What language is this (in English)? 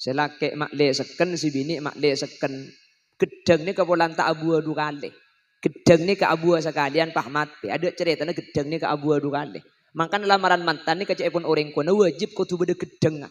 Madurese